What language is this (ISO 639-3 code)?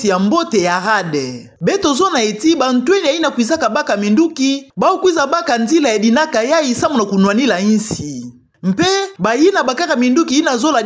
ktu